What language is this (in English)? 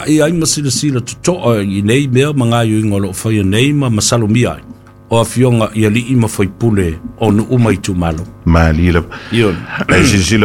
Samoan